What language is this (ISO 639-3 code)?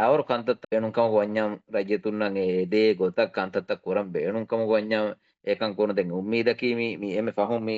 div